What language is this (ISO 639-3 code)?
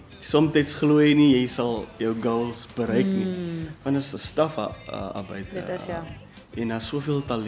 afr